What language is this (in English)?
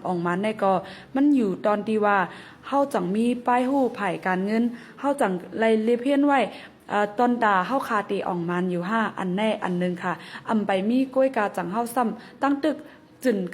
Shan